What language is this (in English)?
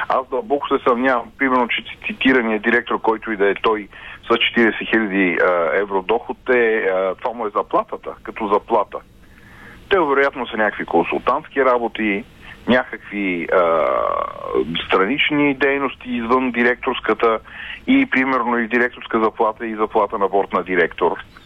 Bulgarian